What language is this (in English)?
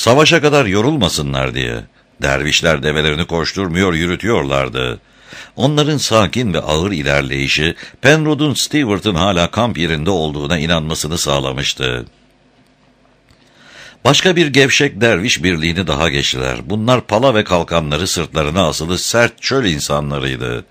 Turkish